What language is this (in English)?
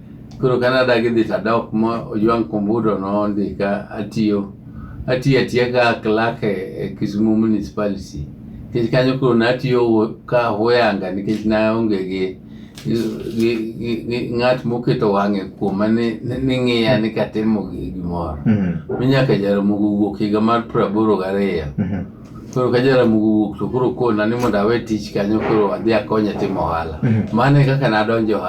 Luo (Kenya and Tanzania)